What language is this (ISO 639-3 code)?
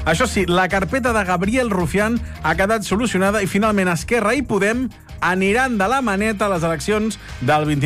cat